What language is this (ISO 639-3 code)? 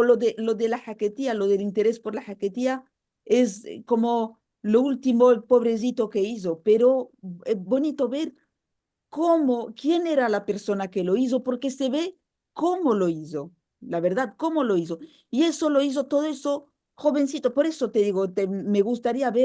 lad